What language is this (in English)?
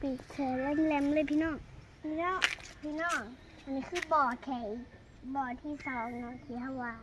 Lao